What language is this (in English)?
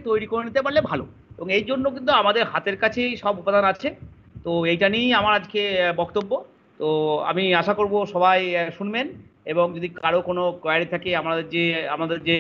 Bangla